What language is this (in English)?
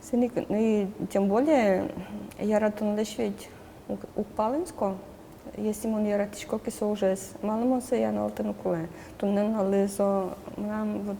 Udmurt